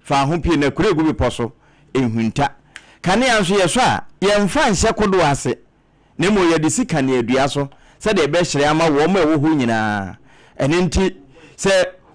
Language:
Akan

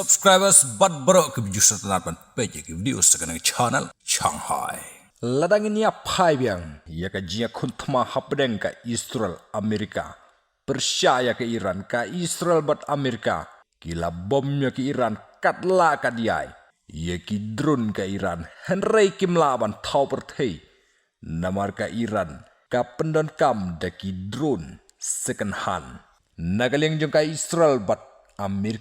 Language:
Khasi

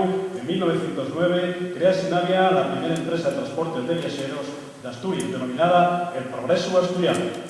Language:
Asturian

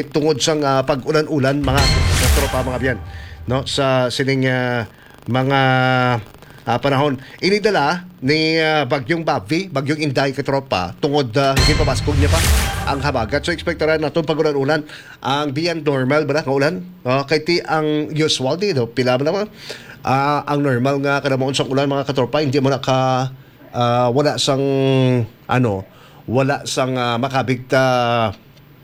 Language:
Hiligaynon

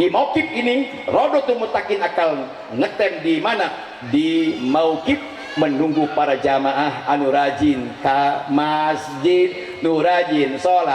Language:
Sundanese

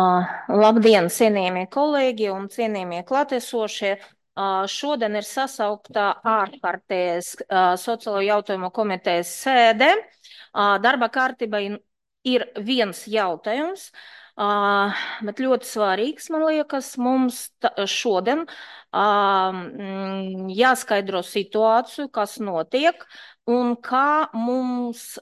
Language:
Latvian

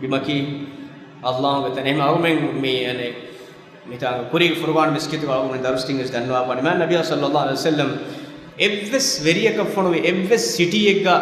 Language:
Divehi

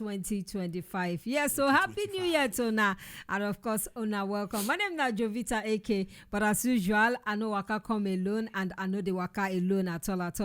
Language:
Nigerian Pidgin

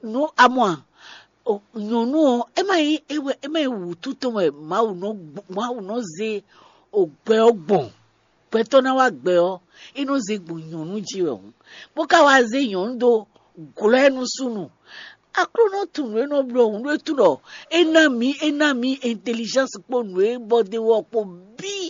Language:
Fon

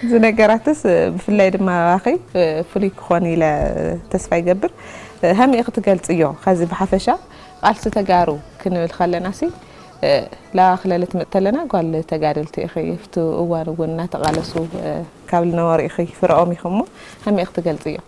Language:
Tigrinya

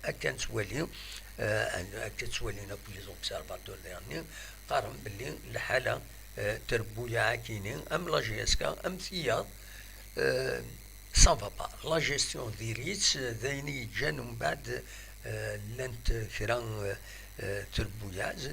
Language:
Kabyle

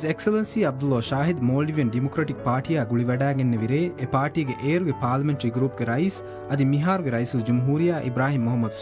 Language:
Divehi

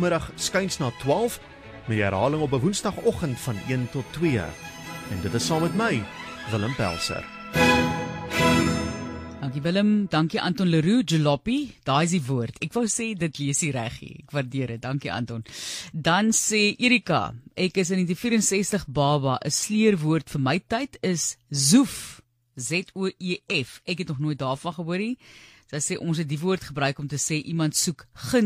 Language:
Afrikaans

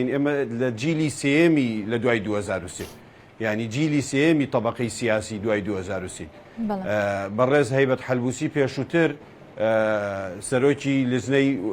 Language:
Central Kurdish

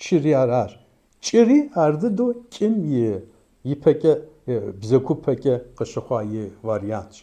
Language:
Kabardian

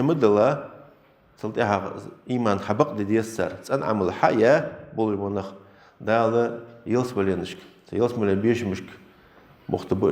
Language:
Ingush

